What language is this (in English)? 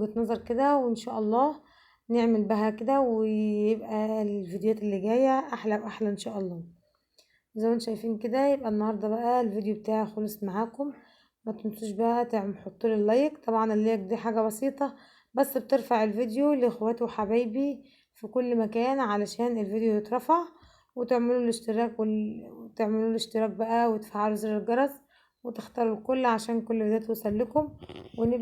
Egyptian Arabic